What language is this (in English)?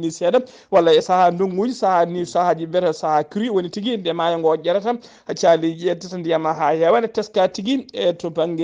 Fula